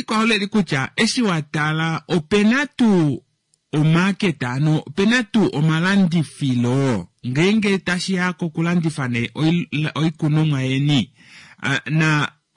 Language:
Kuanyama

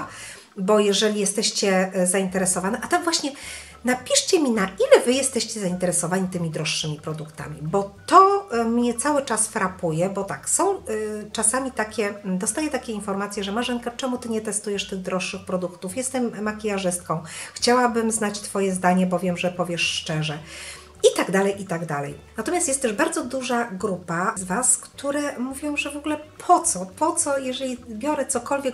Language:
Polish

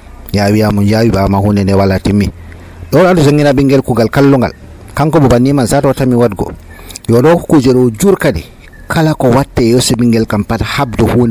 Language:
Nigerian Fulfulde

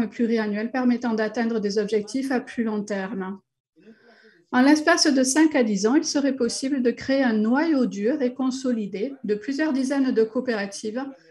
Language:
French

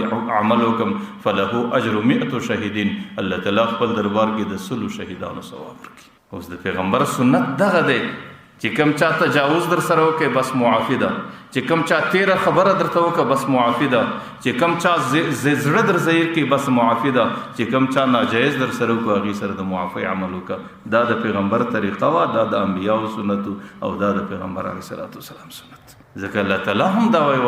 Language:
Pashto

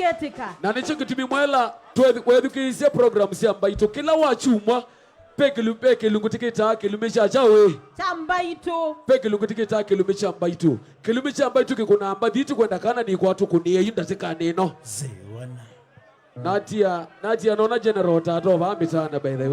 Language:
Kamba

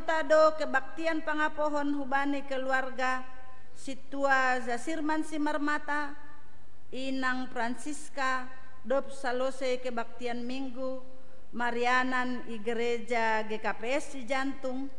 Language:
Batak Simalungun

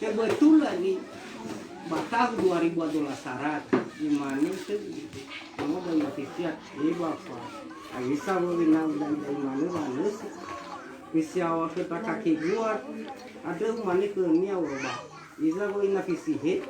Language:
Nias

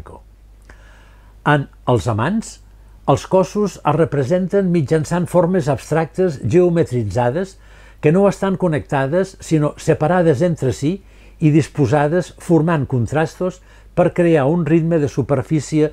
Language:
Catalan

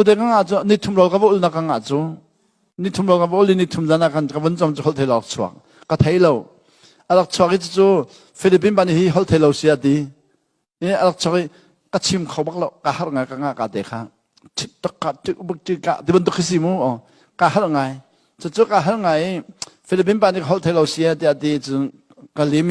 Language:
Hakha Chin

